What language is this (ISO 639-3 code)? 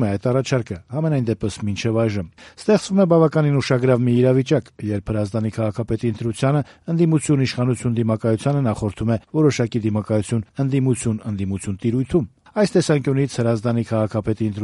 hye